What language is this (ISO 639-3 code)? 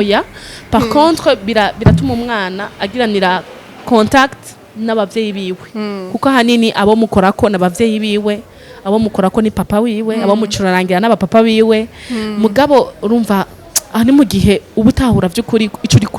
run